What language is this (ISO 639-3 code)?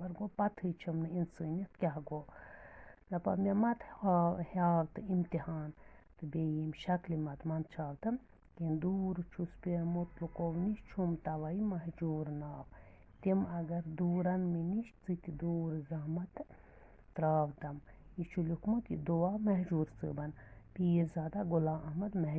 kas